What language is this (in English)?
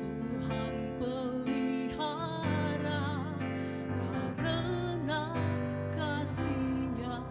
Nias